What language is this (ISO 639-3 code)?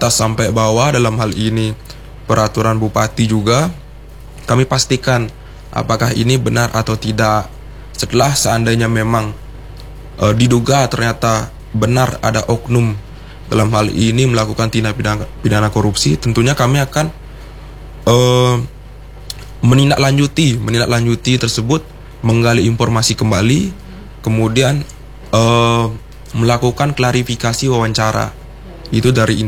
ind